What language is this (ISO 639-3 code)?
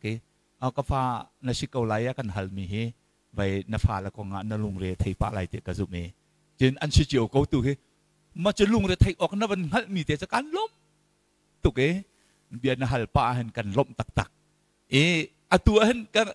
cnh